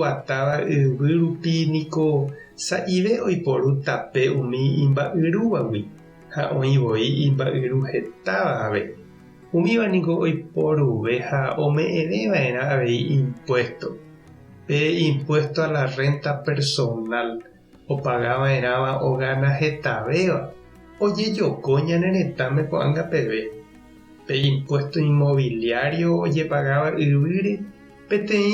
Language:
Guarani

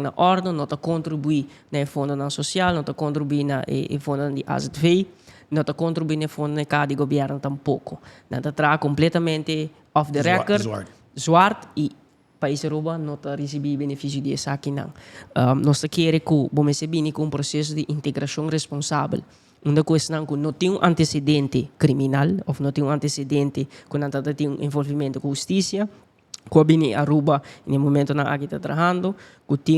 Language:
Papiamento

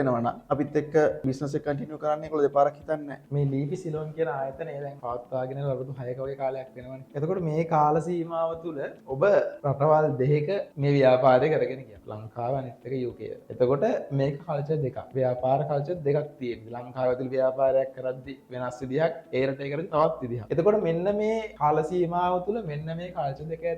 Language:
Sinhala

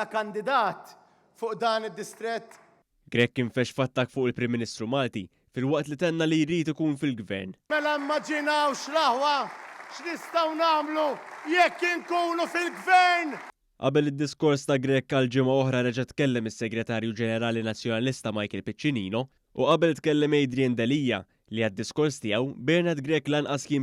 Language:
Maltese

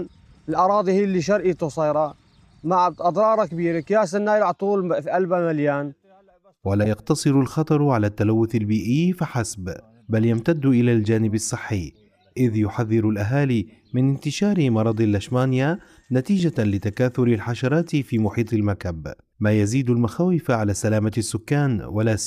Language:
Arabic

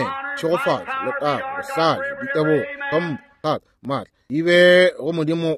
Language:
Northern Sotho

